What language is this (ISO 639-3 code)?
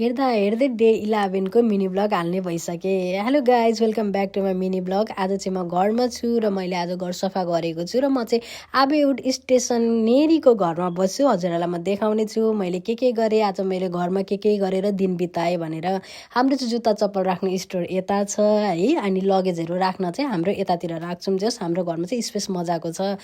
nep